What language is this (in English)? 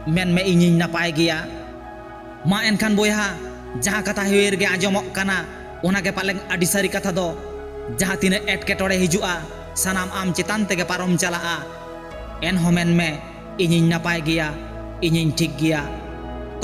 Santali